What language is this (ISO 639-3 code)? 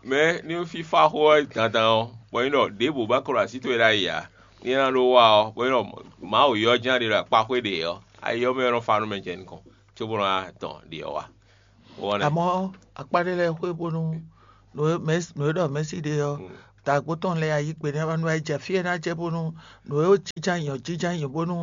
fon